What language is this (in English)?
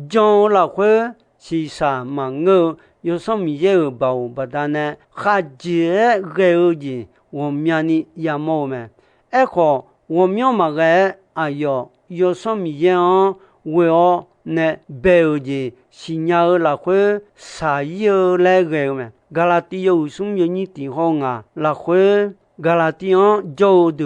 Akha